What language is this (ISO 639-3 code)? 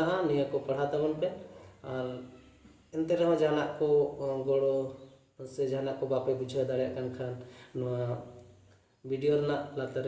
sat